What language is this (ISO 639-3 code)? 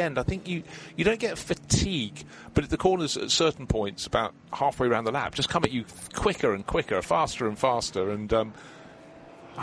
eng